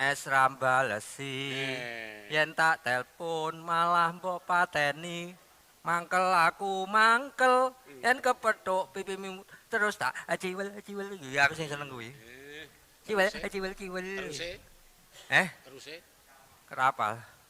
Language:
Javanese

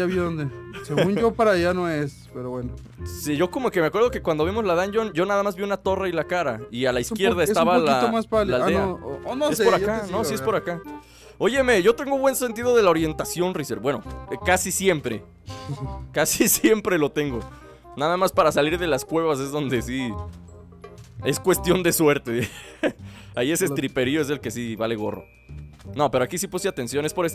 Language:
Spanish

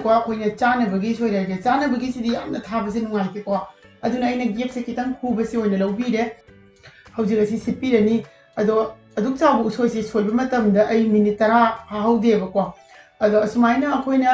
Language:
Manipuri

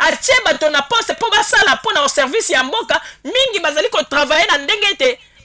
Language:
Lingala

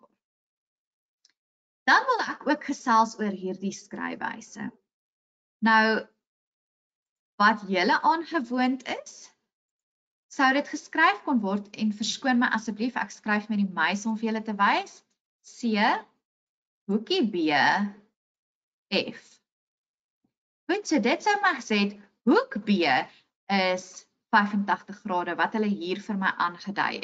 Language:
Afrikaans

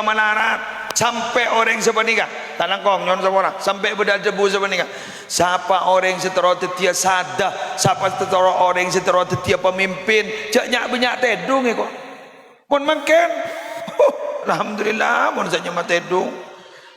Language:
Madurese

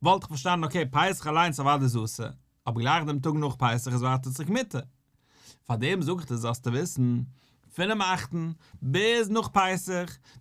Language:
Yiddish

